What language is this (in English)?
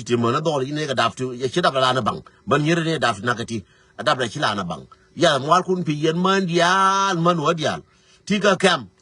Nuer